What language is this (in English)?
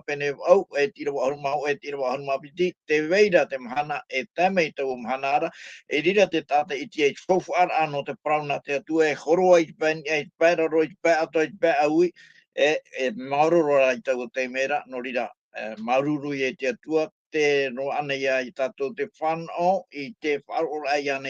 Tahitian